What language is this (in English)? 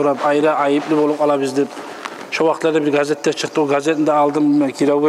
Kumyk